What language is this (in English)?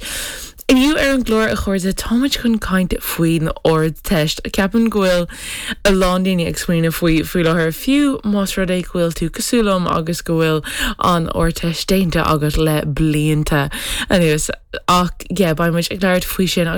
Irish